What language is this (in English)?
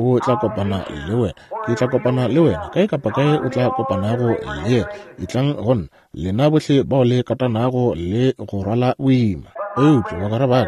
Northern Sotho